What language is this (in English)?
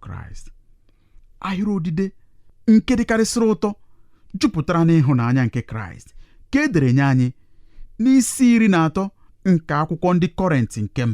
Igbo